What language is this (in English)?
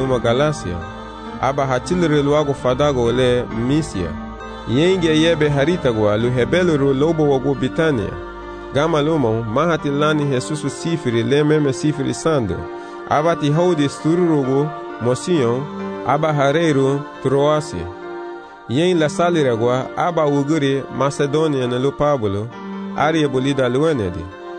Garifuna